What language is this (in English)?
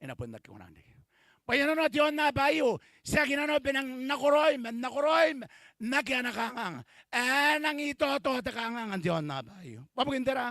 Gilbertese